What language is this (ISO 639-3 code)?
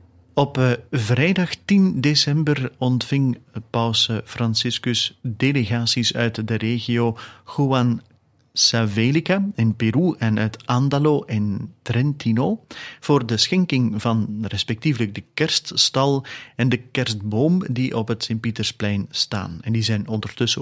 nld